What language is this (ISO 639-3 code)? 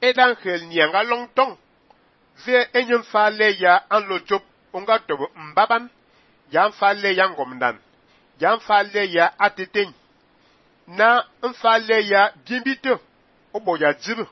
fan